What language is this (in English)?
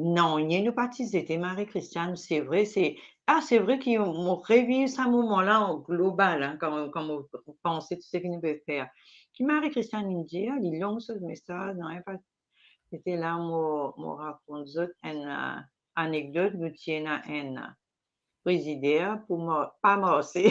Morisyen